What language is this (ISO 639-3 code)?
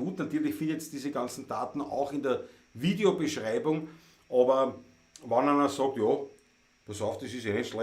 bar